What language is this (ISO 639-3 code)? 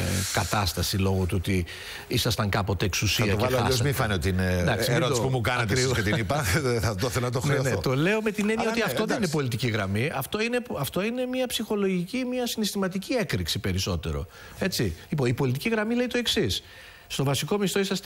ell